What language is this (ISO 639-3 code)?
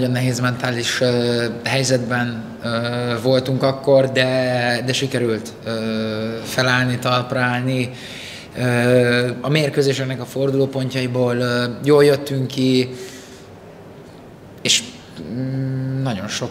hun